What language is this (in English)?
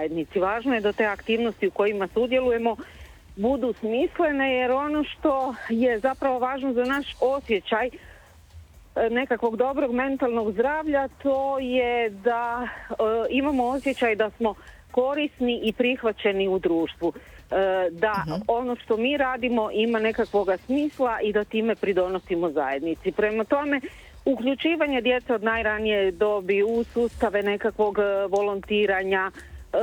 Croatian